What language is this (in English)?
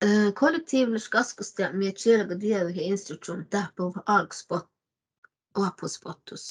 Northern Sami